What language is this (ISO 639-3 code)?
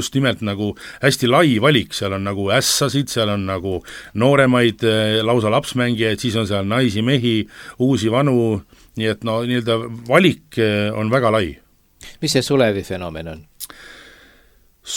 est